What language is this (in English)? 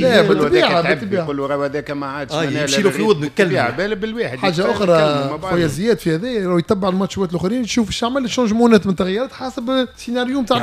Tunisian Arabic